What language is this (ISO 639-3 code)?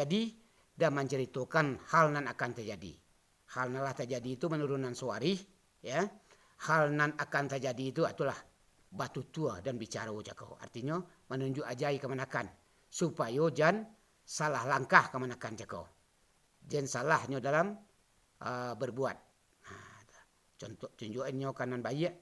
min